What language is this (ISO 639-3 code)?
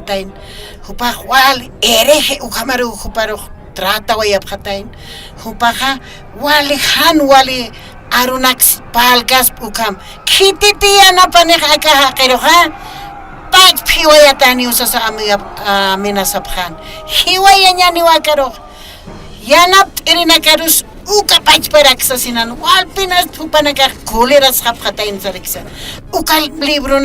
aym